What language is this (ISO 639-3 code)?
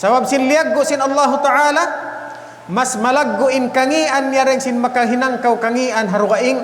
tsg